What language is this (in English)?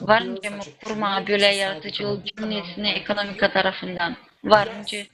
Gagauz